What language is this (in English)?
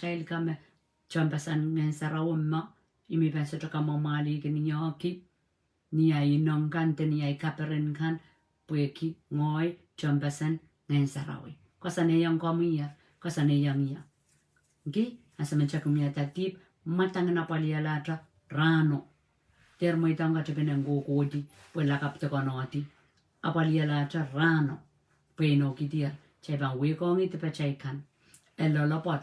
Pohnpeian